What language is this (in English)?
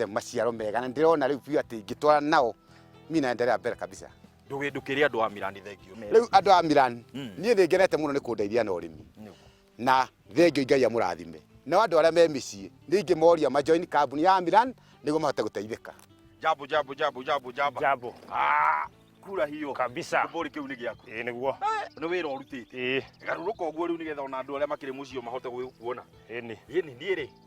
Kikuyu